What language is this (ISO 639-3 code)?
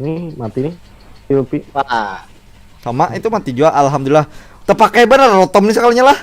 bjn